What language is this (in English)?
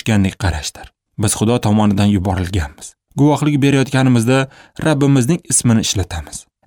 Uzbek